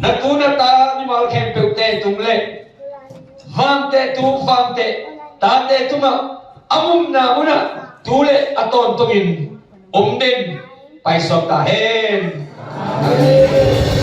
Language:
Tedim Chin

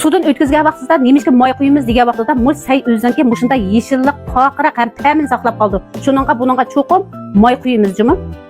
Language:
Uyghur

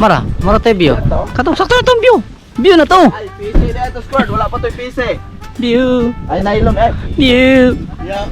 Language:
Cebuano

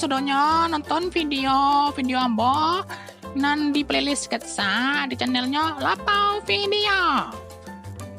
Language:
Minangkabau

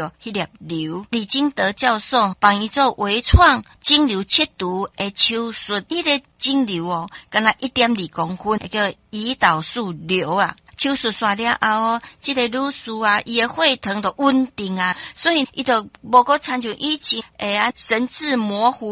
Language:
Min Nan Chinese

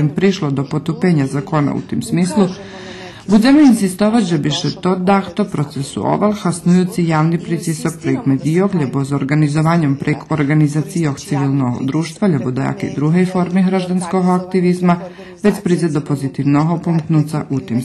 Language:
Rusyn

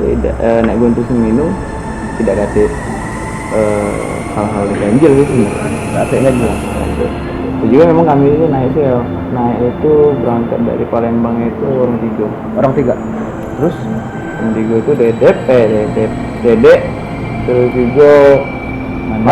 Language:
Musi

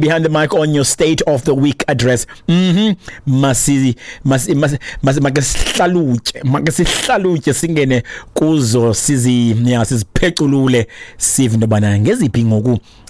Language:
Xhosa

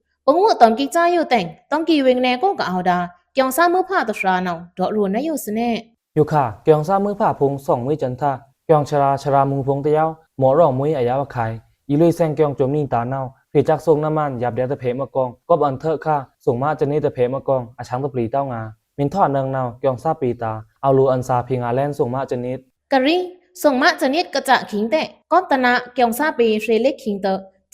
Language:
Pa'o Karen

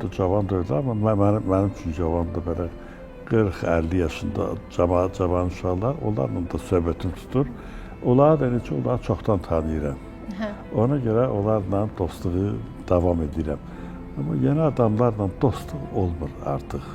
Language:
Azerbaijani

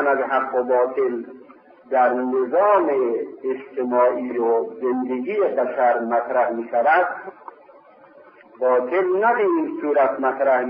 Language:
Persian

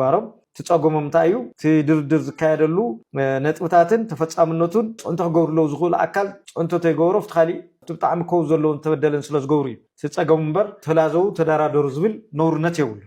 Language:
Tigrinya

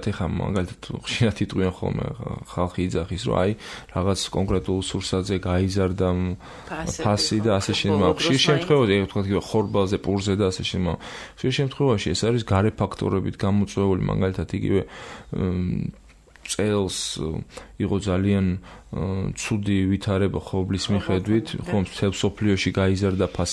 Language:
Georgian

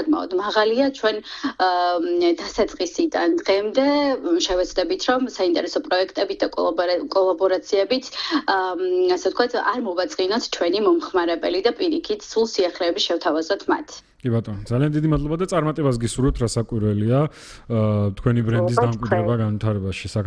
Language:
Georgian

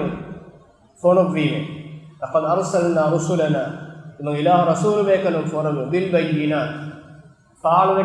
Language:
Divehi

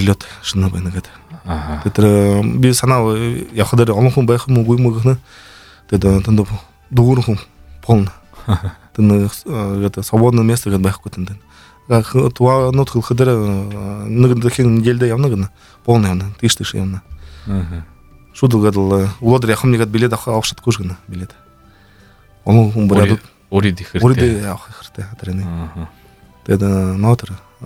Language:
Buriat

